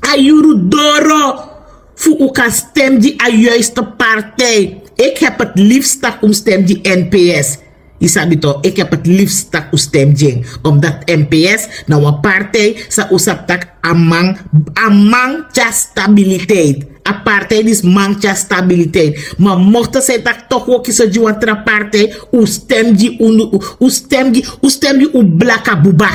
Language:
Sranan Tongo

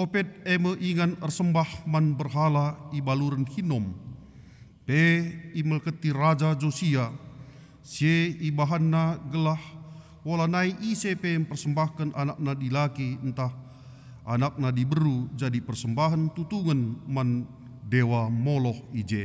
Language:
Batak Karo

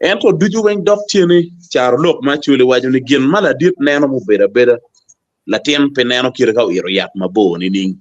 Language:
Acoli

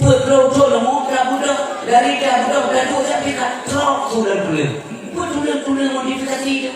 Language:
Achinese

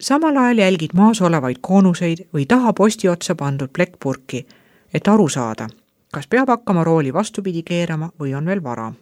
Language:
Estonian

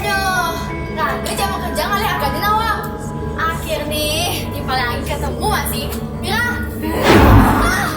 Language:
Balinese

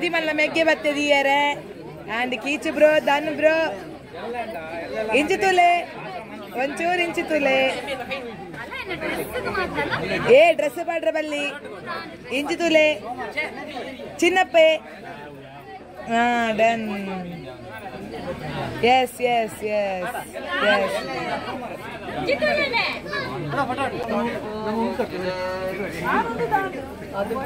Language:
Tulu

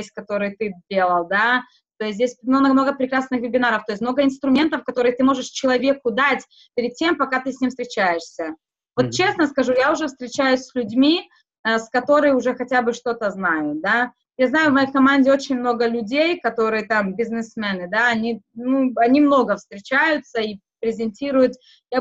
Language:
Russian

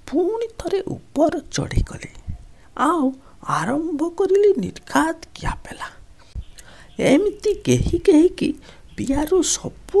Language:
Odia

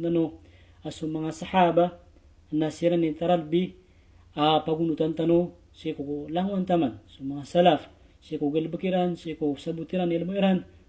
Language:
Maranao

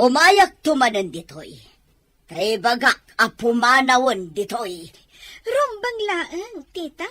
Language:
Iloko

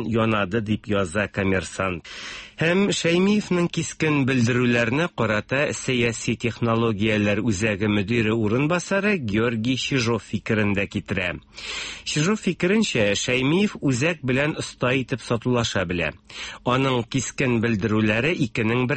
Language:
Tatar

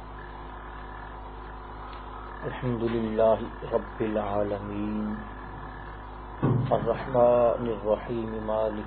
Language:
Urdu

